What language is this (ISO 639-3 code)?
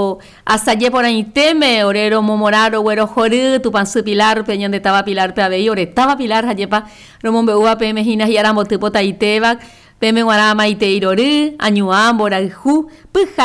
grn